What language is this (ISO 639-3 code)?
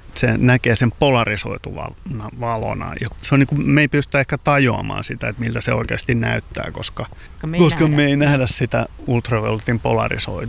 fin